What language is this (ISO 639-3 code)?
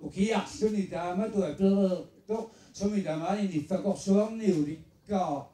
kal